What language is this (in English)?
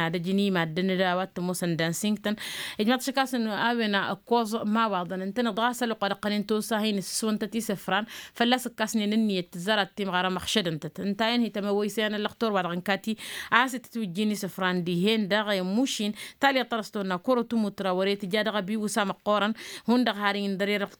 Tamasheq